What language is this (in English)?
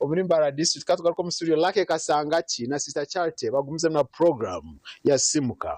Nyankole